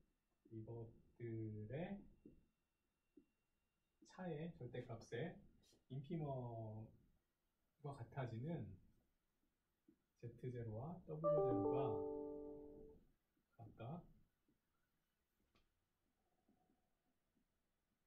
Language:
Korean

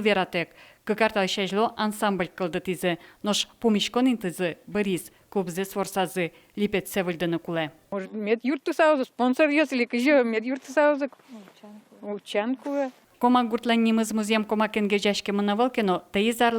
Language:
Udmurt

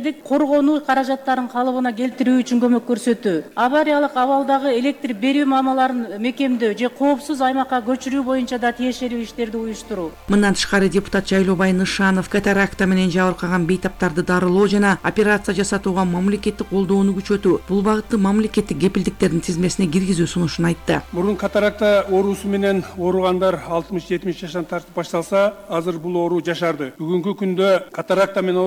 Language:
Kyrgyz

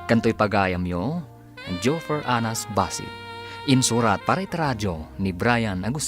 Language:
Iloko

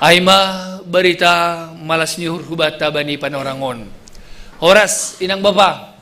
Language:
Batak Simalungun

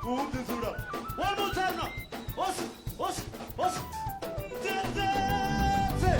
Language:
Venda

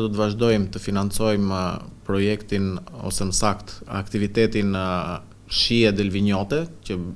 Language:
Albanian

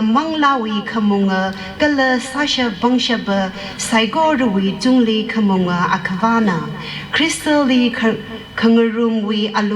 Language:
Tangkhul Naga (India)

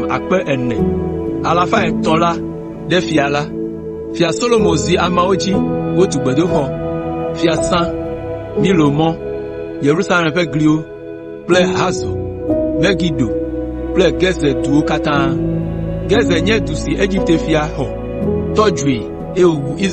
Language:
Ewe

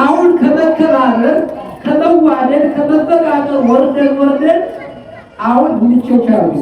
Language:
Amharic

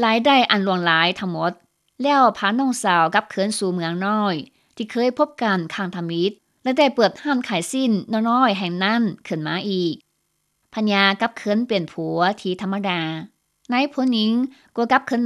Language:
Lao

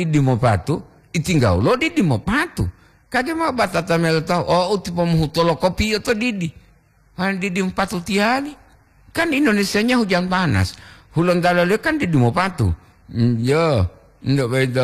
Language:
Gorontalo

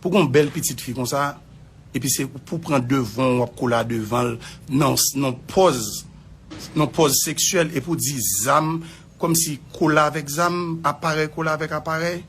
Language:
Haitian Creole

